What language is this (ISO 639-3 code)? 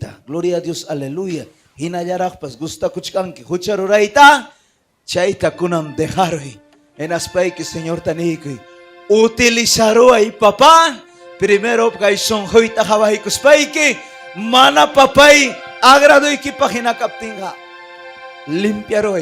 quy